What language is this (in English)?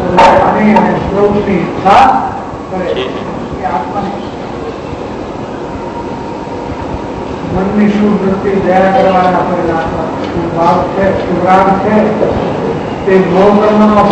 Gujarati